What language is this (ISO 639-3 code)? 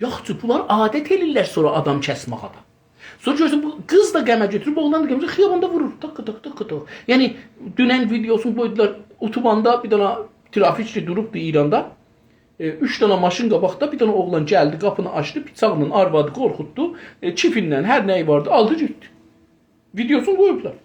azb